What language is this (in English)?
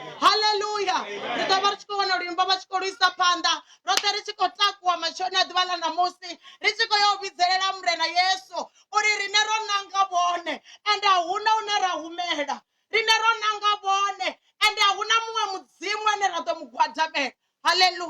Venda